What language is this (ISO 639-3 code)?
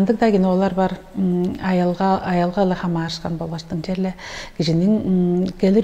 tyv